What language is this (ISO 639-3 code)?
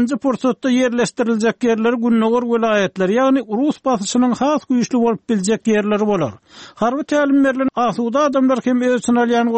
tuk